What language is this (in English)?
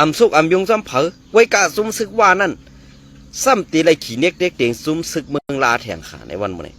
Shan